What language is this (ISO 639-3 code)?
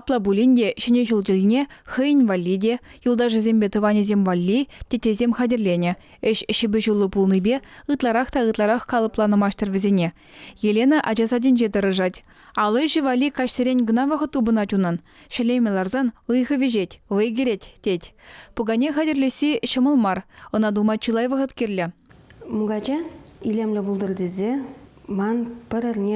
chv